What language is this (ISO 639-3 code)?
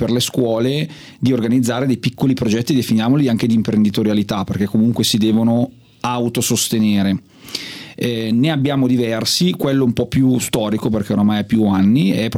ita